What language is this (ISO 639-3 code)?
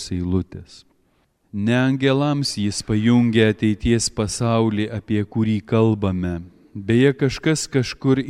lit